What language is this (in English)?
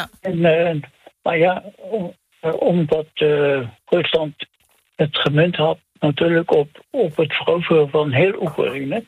Dutch